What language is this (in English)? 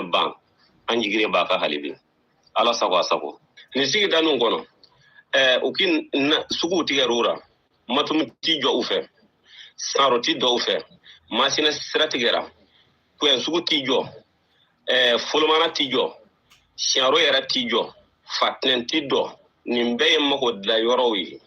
Bambara